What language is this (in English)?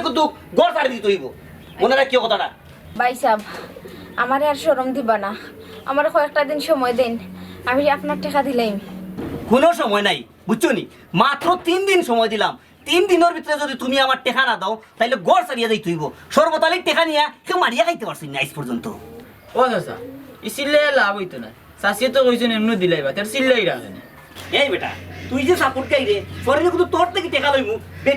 Sylheti